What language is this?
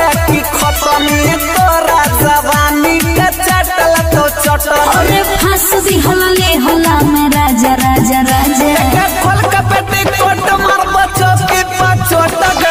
Bhojpuri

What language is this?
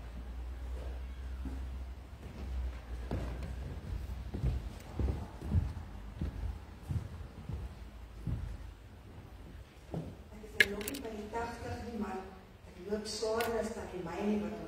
Afrikaans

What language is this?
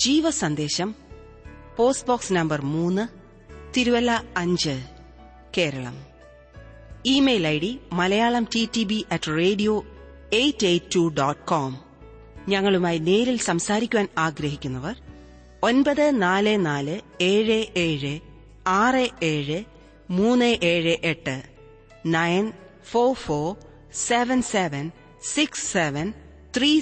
Malayalam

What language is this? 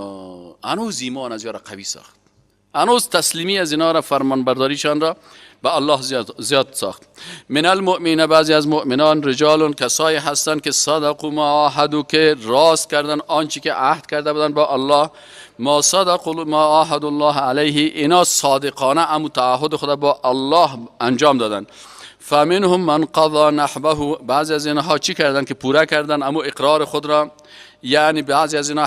Persian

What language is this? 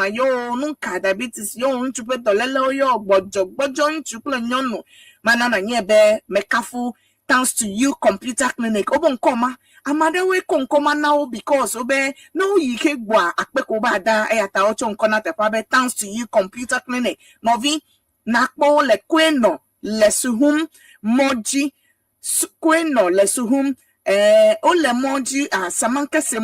Ewe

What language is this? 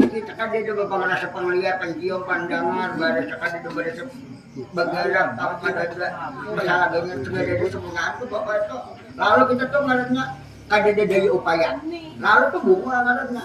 Banjar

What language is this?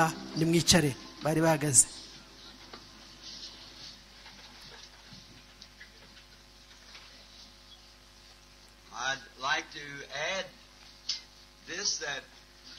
Kinyarwanda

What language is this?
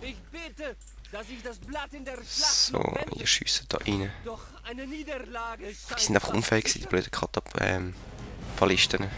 Swiss German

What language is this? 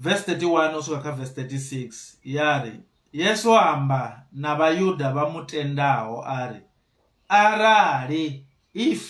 Venda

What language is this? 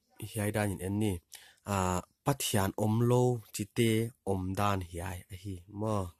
Paite Chin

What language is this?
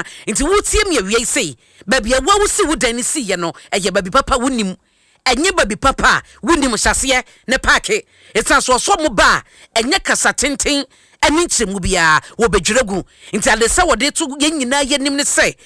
Akan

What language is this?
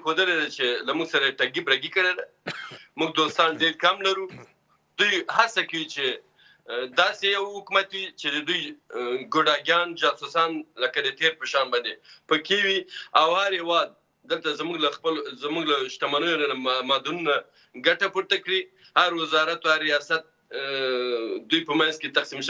Pashto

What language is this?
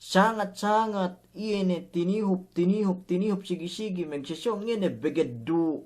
Yakan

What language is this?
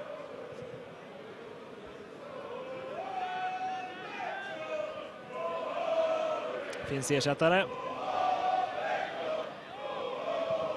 Swedish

